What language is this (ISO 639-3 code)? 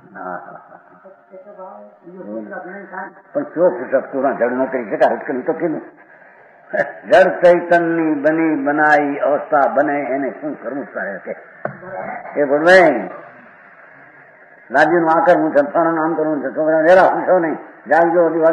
guj